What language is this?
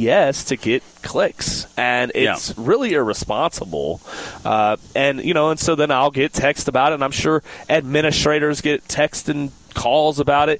English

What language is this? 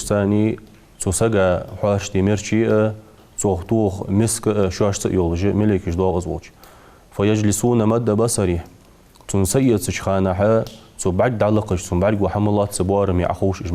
Ingush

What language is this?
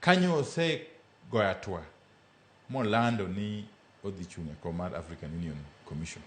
Luo (Kenya and Tanzania)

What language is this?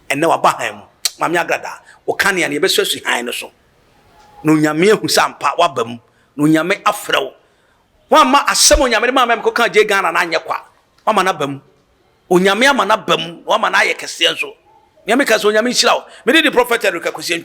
Akan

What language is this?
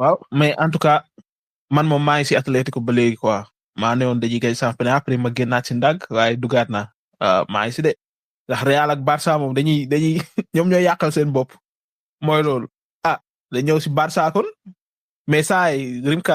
Wolof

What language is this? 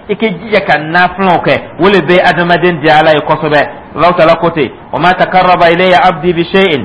Dyula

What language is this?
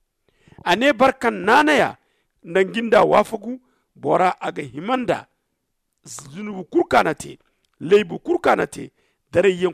Zarma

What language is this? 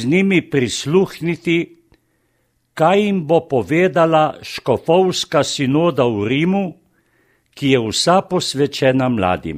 Slovenian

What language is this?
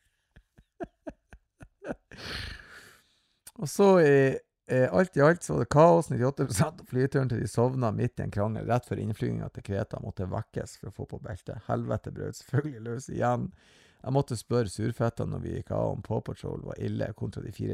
Norwegian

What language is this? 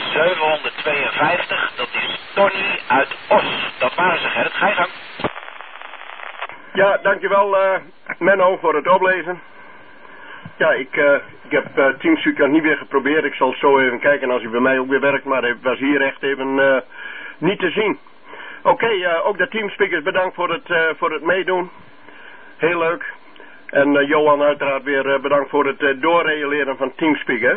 Dutch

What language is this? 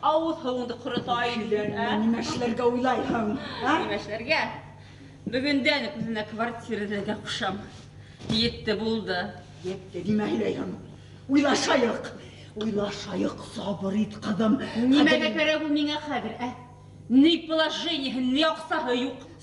Bashkir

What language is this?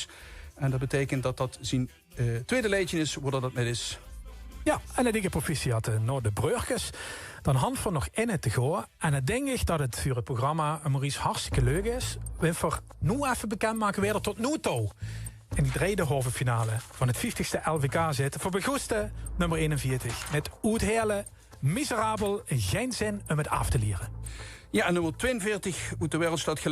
Limburgish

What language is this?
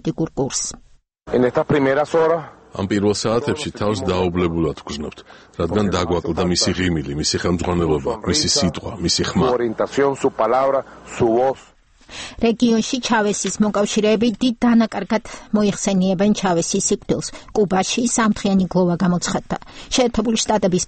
Georgian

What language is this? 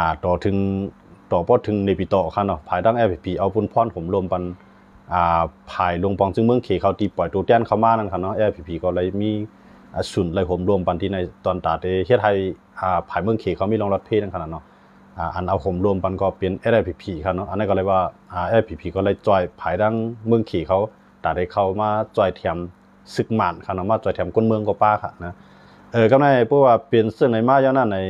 Shan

